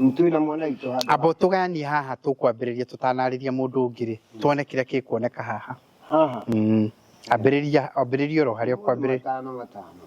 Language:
Kikuyu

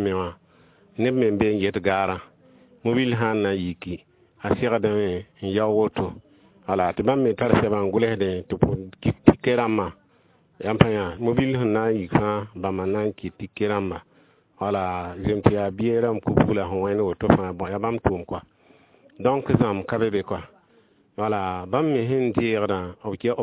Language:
Mossi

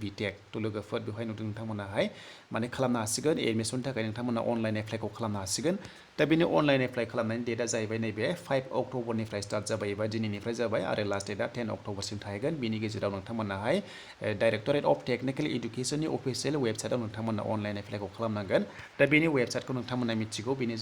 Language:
Bodo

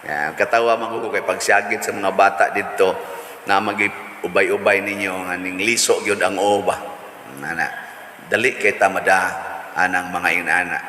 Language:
Cebuano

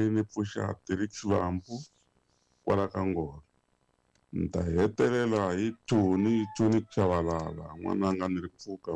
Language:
Tsonga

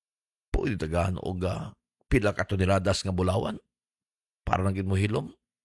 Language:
Cebuano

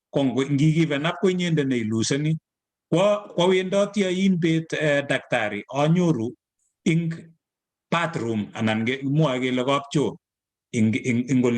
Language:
Kalenjin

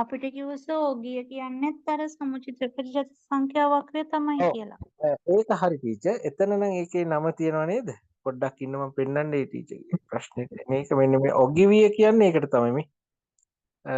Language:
Sinhala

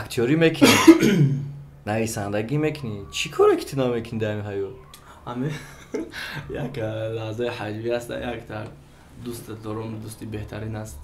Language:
Tajik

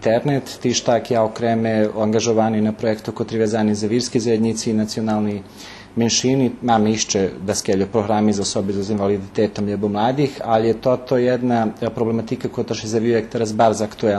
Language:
Rusyn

